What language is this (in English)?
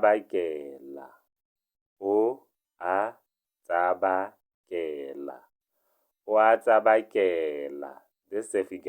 Tswana